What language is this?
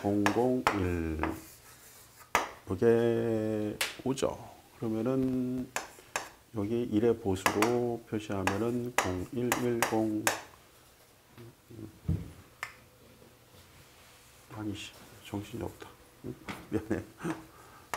Korean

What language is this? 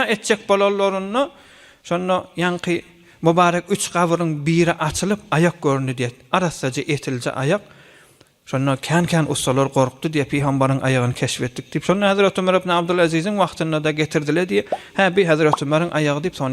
Turkmen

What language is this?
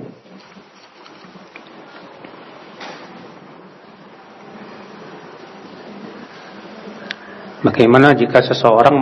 Indonesian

